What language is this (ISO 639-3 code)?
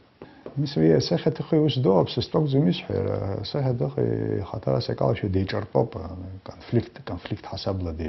abk